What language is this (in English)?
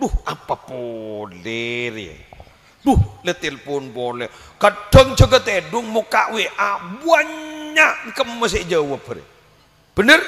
Madurese